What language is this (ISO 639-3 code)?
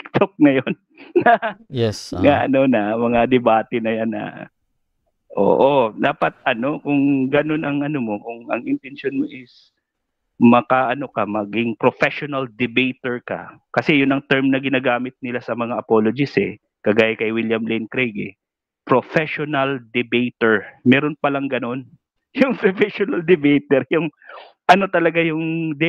fil